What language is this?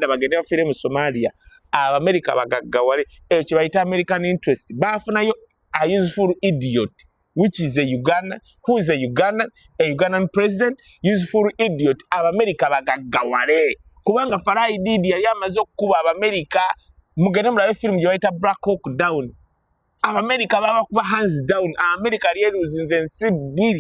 Ganda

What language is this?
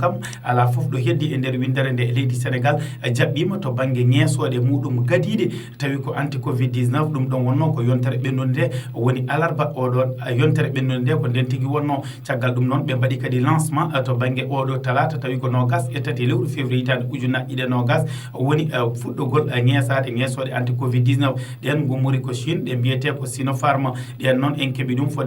Fula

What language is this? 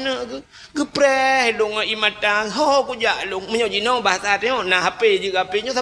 Achinese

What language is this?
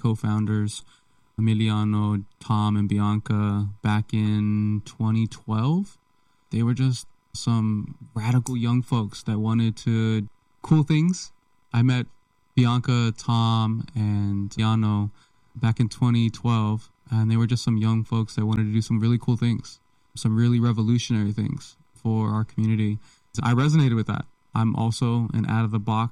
English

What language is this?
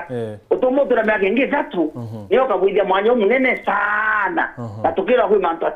Meru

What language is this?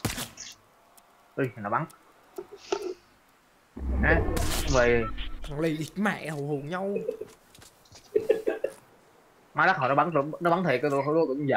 Vietnamese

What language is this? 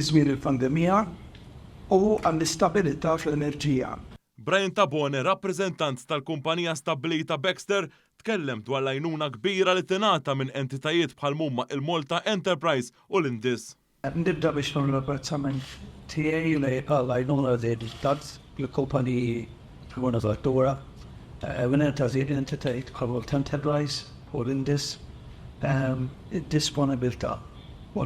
Maltese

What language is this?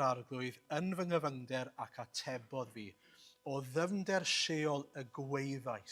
Welsh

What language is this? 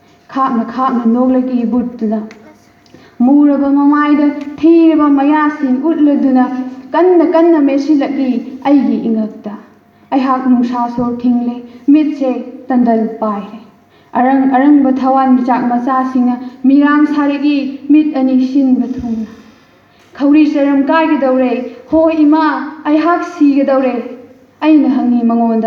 Manipuri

